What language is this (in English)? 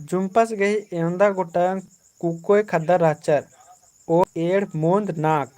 Kurukh